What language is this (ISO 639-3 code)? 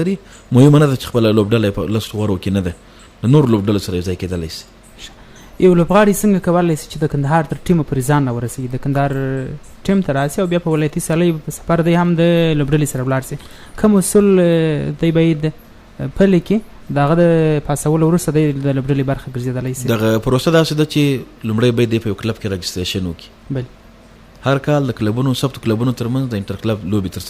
pus